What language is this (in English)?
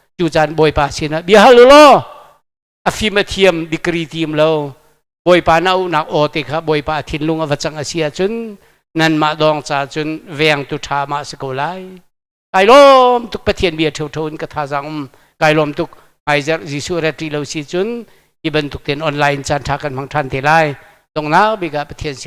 Hakha Chin